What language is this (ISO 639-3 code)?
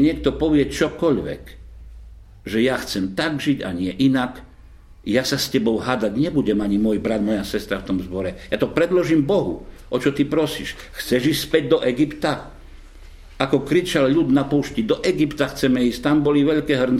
slk